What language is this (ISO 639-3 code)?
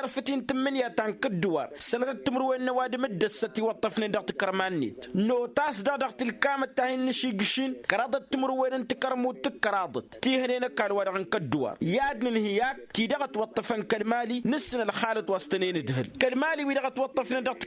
taq